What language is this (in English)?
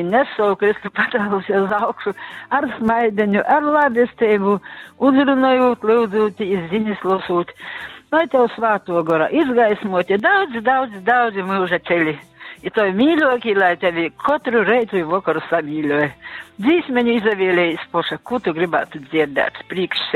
Latgalian